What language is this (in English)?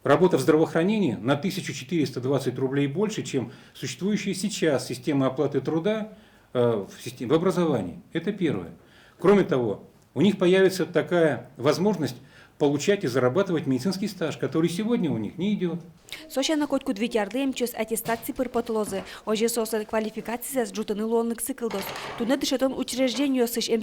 Udmurt